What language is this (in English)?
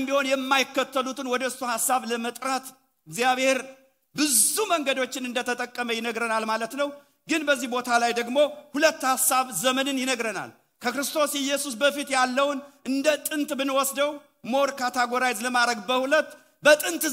Amharic